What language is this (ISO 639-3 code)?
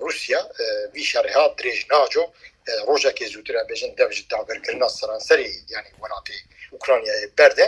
kur